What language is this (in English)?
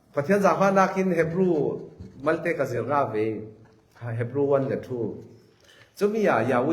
Falam Chin